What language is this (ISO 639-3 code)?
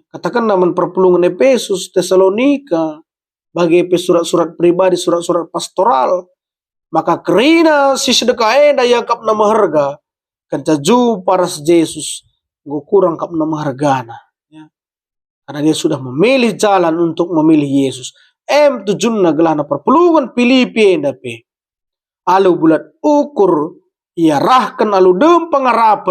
btx